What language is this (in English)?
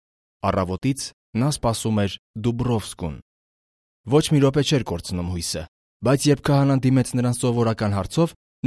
Armenian